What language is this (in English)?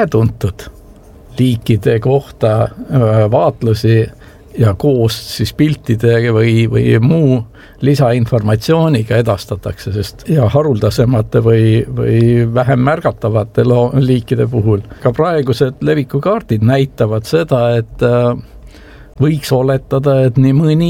Estonian